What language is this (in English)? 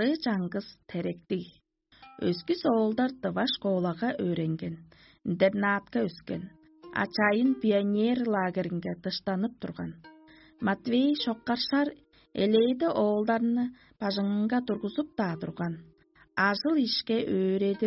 Tuvinian